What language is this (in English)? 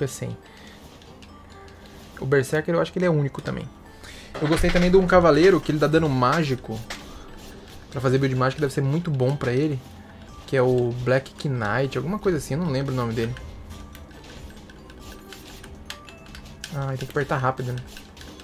Portuguese